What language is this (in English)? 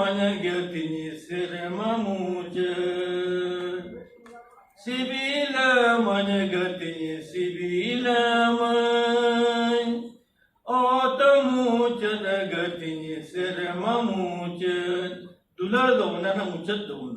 Santali